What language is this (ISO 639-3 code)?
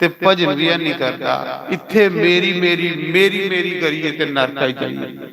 doi